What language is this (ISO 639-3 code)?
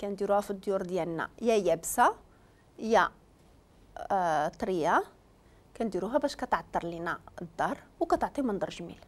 ary